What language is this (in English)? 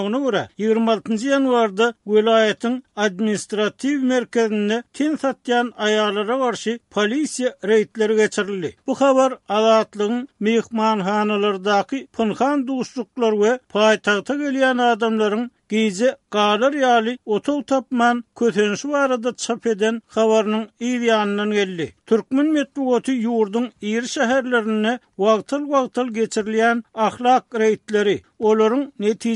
Turkmen